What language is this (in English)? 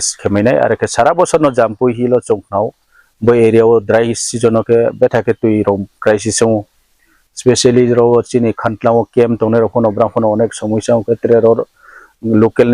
Riang (India)